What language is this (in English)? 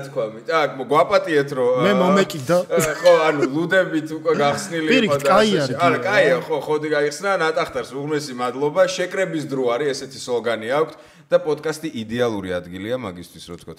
Georgian